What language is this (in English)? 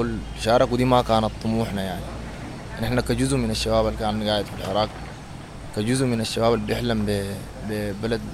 Sudanese Arabic